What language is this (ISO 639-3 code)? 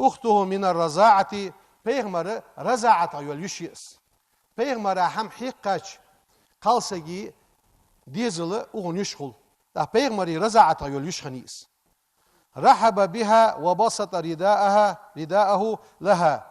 inh